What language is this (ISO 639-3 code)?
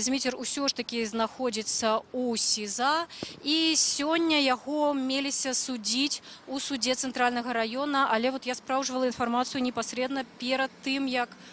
bel